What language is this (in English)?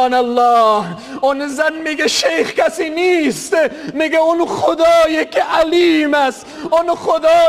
Tajik